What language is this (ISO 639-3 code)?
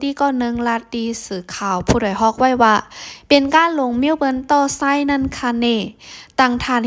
shn